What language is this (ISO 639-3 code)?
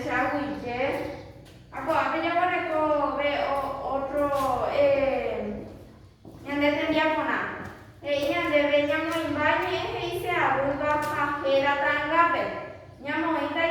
grn